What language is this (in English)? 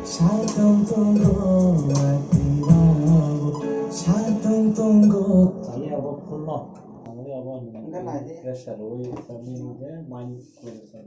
Kok Borok